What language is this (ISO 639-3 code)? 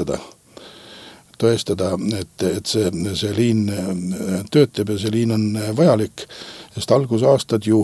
est